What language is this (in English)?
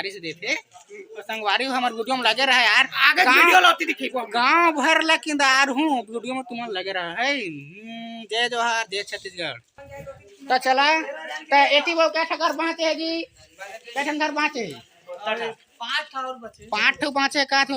Chhattisgarhi